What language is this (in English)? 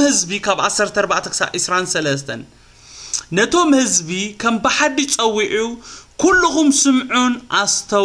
Tigrinya